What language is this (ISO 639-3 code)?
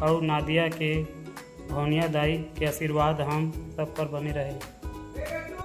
hne